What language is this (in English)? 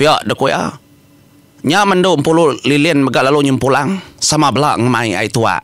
Iban